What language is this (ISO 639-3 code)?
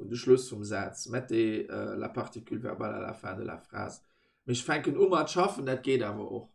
ltz